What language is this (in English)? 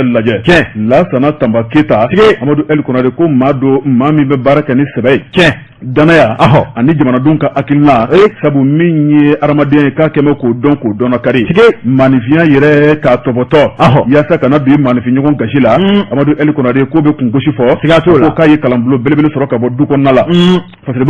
Bambara